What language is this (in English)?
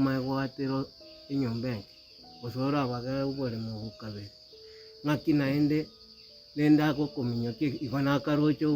Gusii